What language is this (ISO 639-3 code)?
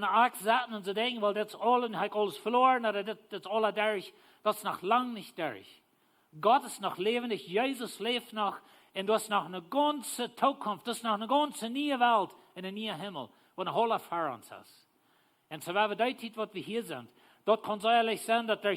pdt